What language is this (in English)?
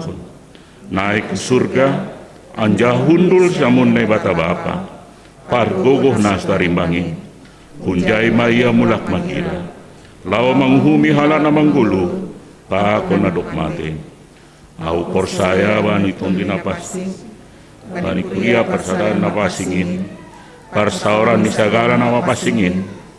Batak Simalungun